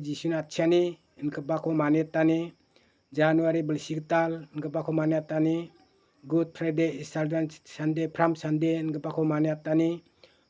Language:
Garo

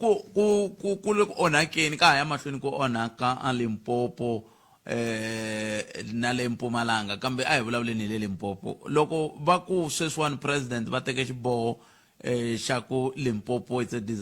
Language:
Tsonga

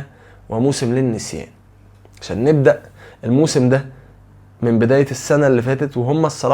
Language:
Egyptian Arabic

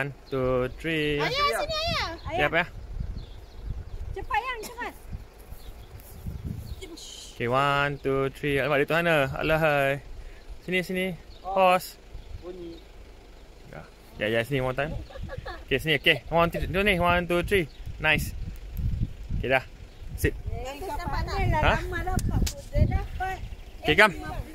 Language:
Malay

